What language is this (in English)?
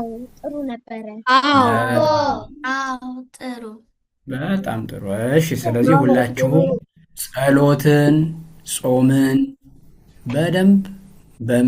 Amharic